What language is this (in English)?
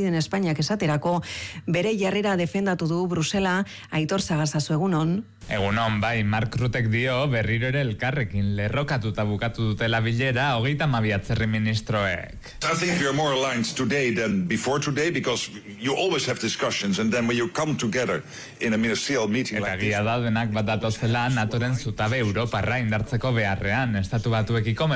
Basque